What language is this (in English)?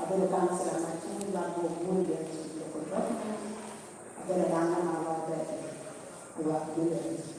Lango (Uganda)